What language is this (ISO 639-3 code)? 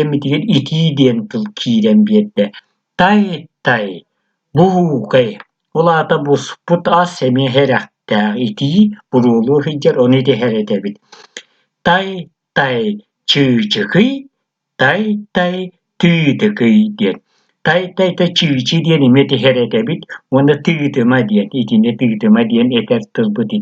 sah